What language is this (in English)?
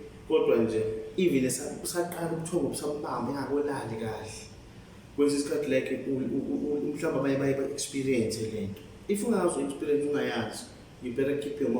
Zulu